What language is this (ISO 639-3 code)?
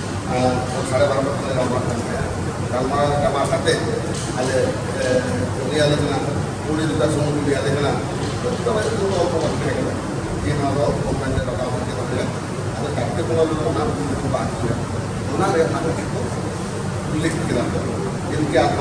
sat